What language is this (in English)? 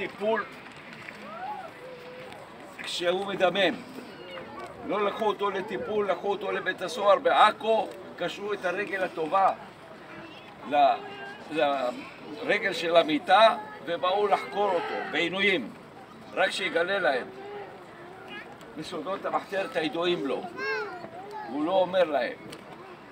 Hebrew